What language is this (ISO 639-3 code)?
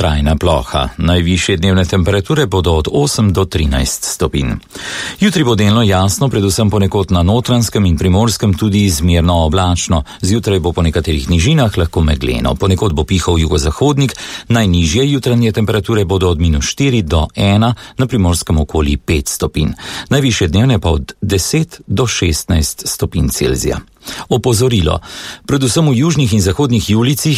slv